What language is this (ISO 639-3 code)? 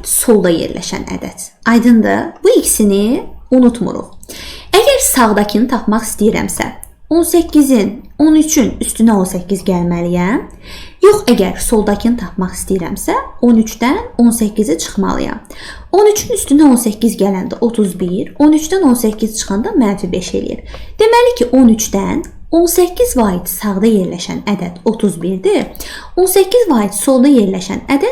aze